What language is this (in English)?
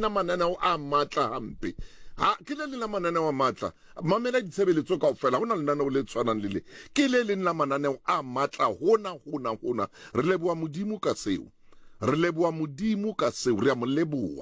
Southern Sotho